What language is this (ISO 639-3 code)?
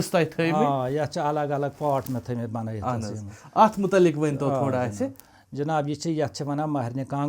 kas